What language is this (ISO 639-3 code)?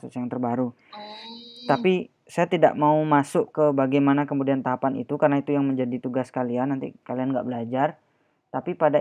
ind